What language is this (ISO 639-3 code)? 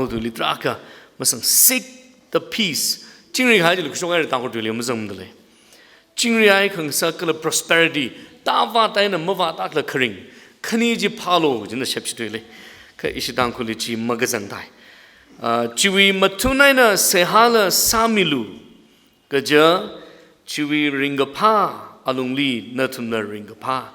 nmf